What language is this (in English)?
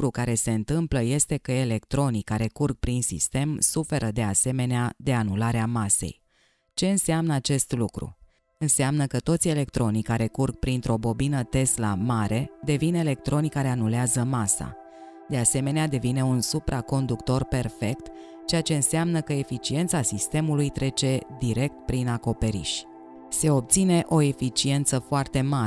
Romanian